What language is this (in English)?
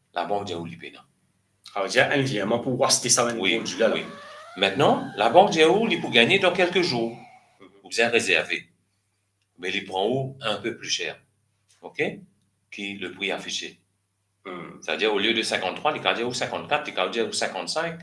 Morisyen